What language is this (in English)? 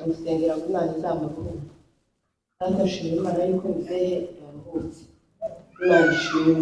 Kinyarwanda